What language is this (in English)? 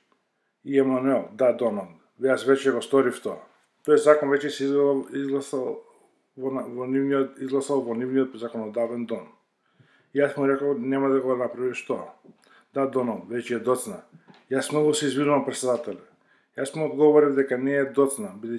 Macedonian